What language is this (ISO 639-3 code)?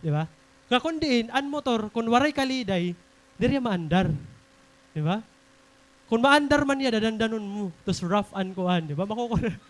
war